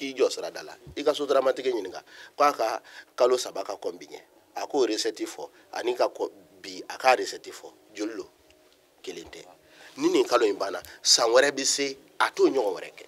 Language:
Bambara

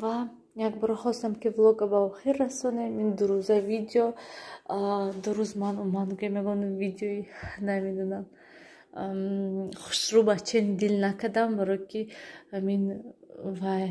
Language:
Tajik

